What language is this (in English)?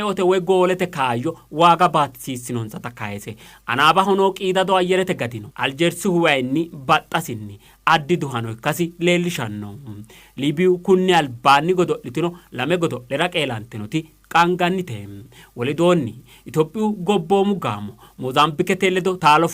Sidamo